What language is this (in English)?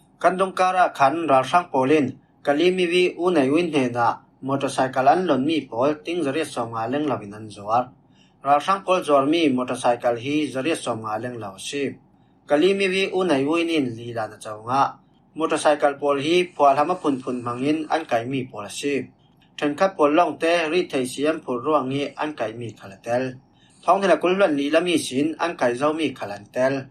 Falam Chin